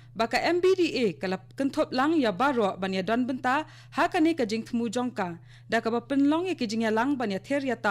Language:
Khasi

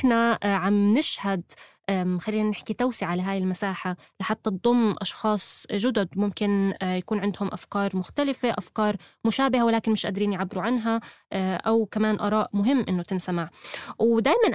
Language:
North Levantine Arabic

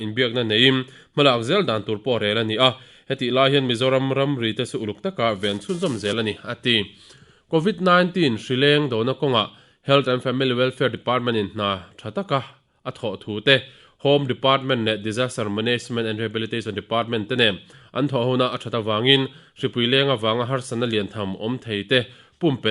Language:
Mizo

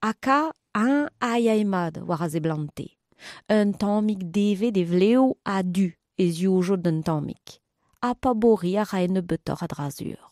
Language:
Breton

